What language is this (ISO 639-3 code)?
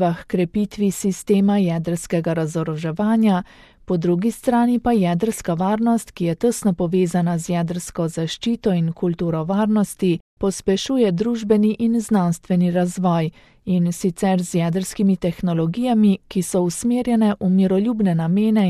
slv